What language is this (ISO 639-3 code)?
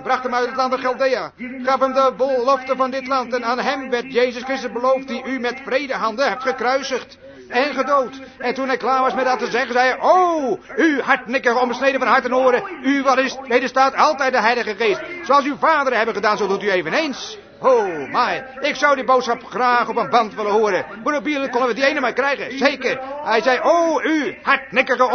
nld